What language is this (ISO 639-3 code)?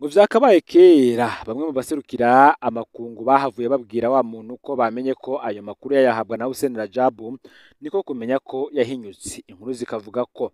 run